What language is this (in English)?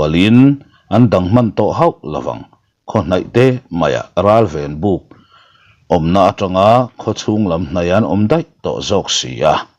Mizo